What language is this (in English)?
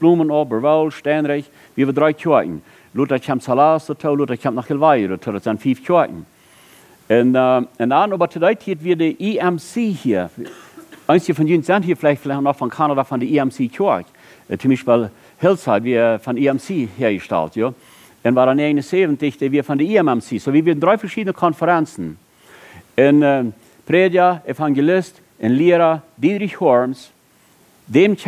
Plautdietsch